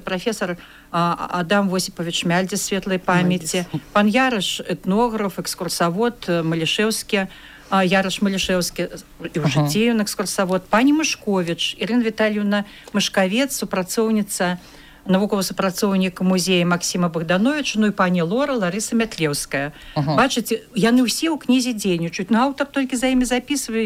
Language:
Belarusian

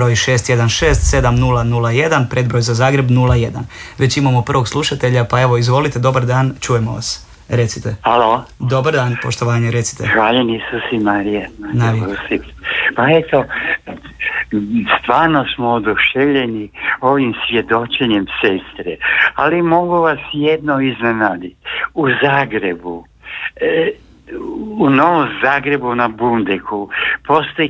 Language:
Croatian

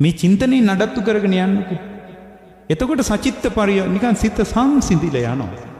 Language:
Sinhala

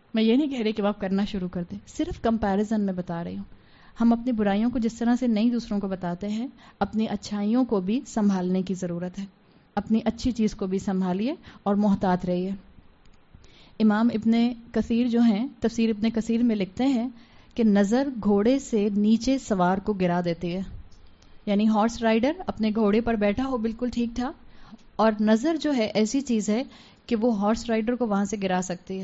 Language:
Urdu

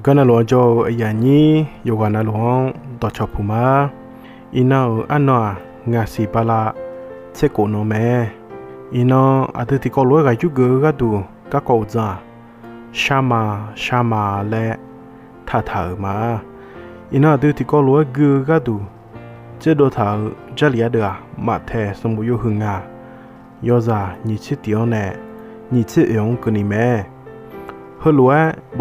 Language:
Akha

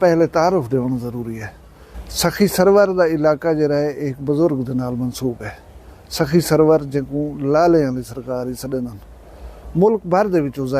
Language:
Saraiki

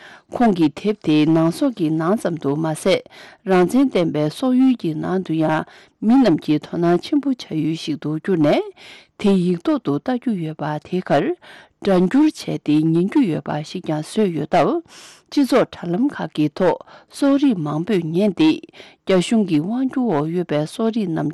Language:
Tibetan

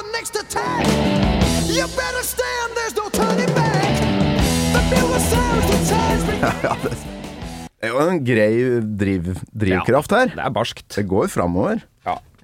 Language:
Norwegian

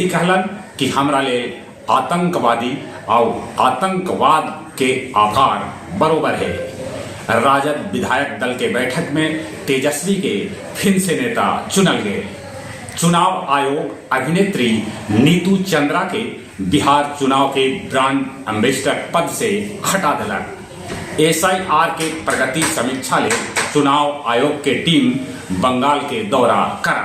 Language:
Magahi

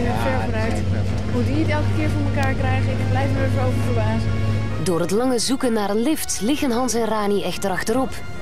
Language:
Dutch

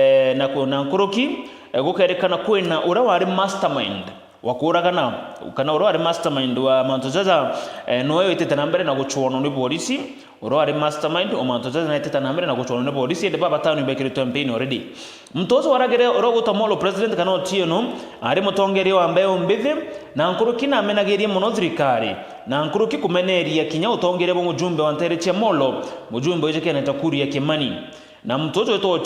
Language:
Meru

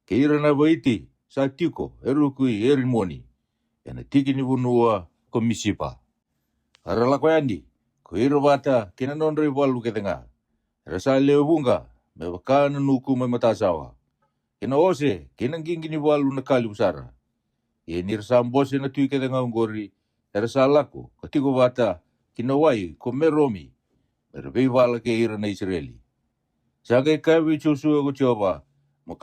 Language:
Fijian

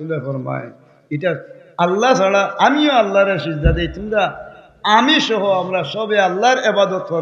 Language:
Sylheti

